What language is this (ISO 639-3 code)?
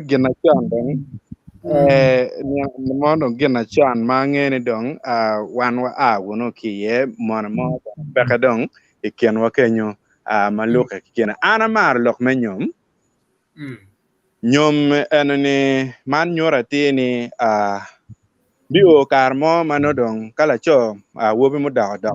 ach